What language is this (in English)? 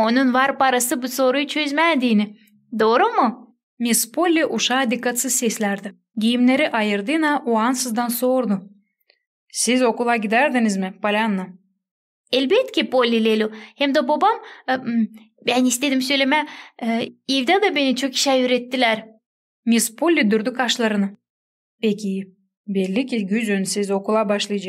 Gagauz